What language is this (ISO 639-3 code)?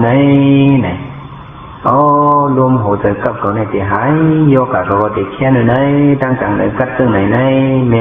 shn